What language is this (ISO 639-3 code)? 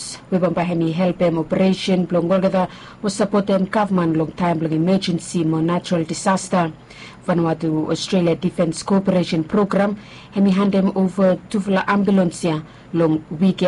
bis